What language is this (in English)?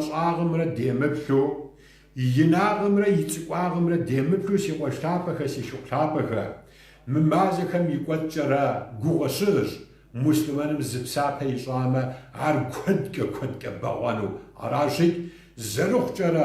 Kabardian